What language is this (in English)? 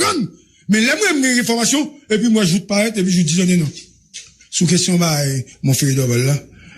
Haitian Creole